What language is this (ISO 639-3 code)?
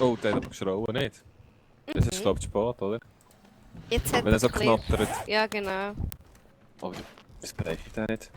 gsw